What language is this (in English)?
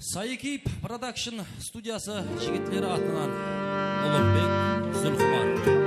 Kara-Kalpak